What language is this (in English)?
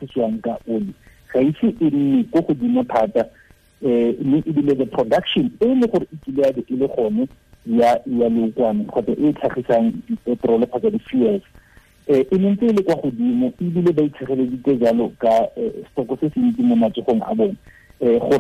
Tswana